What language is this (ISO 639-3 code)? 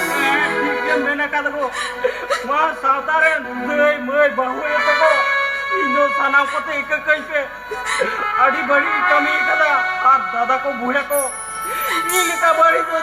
sat